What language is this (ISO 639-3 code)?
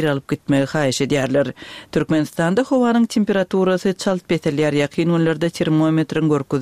tuk